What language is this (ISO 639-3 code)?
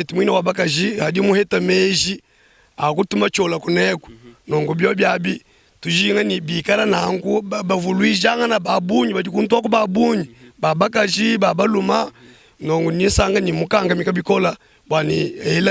lua